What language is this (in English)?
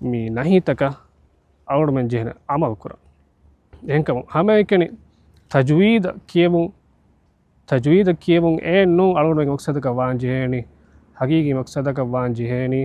Divehi